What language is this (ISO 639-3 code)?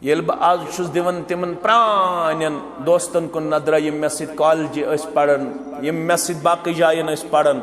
kas